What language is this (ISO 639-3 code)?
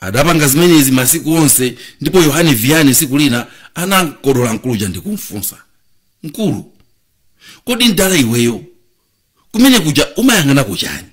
nya